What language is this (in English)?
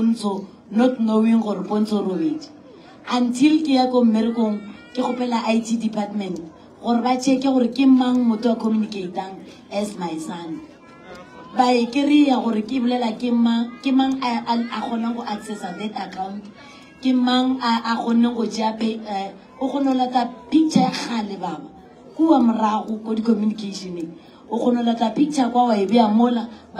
Northern Sotho